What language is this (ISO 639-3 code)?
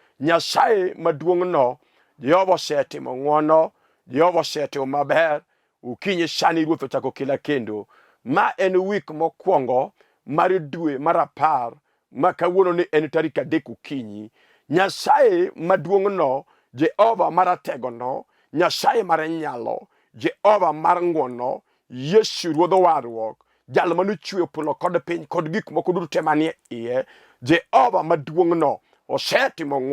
luo